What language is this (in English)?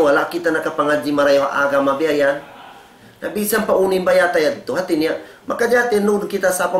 Tausug